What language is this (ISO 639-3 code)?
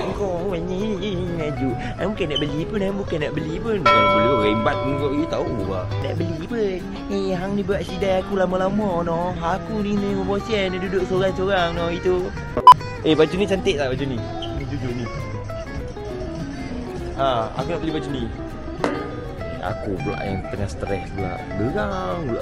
msa